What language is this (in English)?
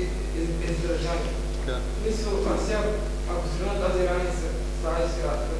Bulgarian